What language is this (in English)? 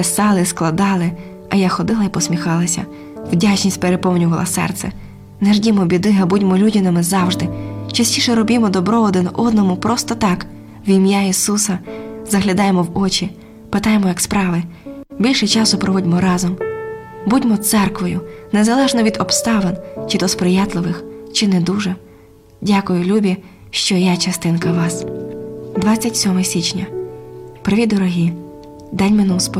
Ukrainian